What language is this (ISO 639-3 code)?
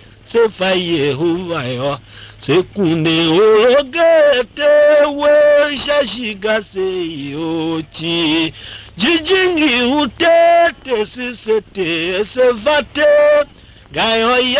tiv